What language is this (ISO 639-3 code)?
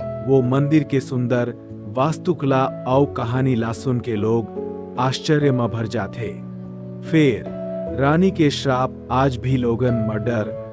hne